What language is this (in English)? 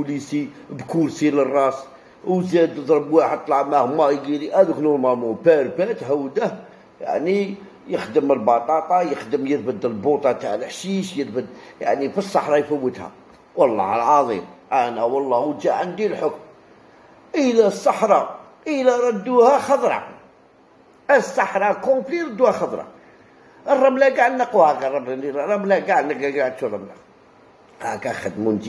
Algerian Arabic